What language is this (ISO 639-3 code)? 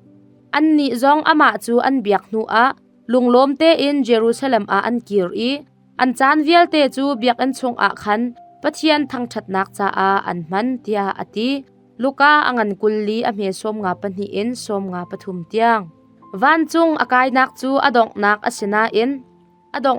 cnh